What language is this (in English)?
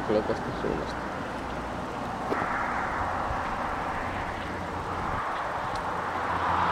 Finnish